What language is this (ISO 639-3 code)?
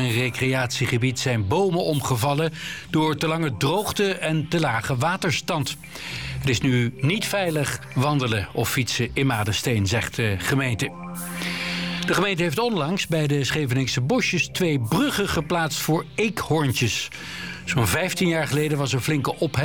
nld